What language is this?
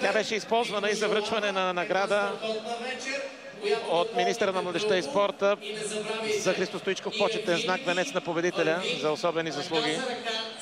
Bulgarian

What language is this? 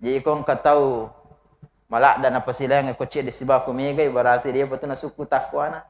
Buginese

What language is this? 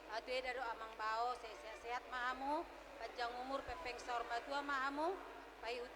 Batak Toba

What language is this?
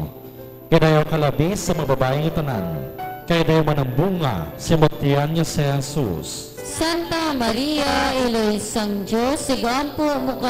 Hiligaynon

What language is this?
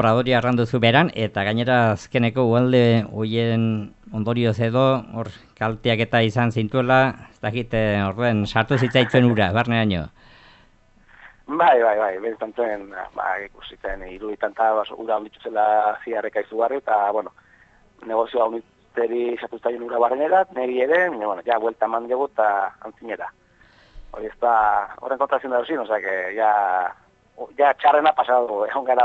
Basque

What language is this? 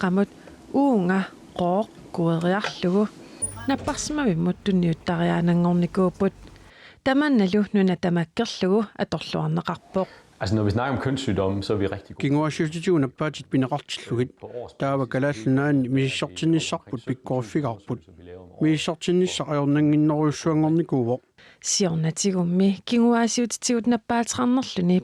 Kalaallisut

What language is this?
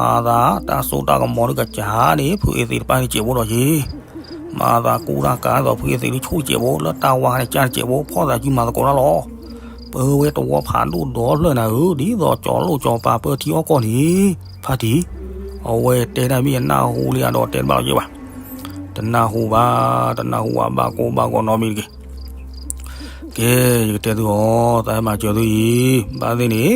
S'gaw Karen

